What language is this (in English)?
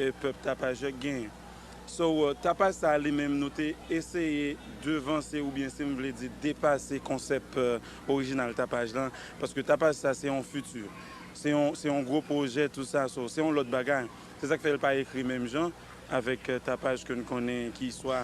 Haitian Creole